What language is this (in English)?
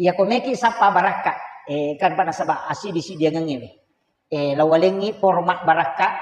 Buginese